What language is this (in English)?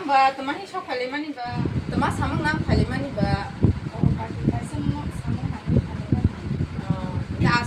Kok Borok